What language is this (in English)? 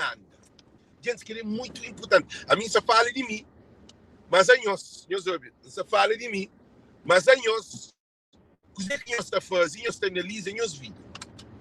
Kabuverdianu